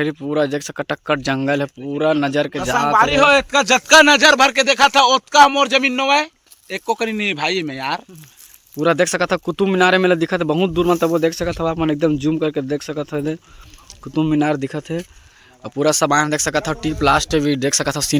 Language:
Chhattisgarhi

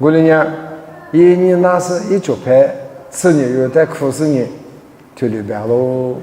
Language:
Lisu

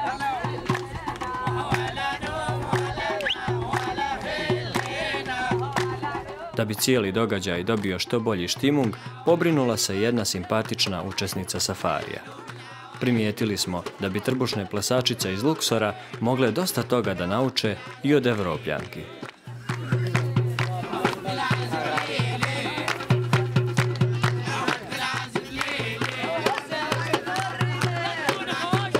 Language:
Bosnian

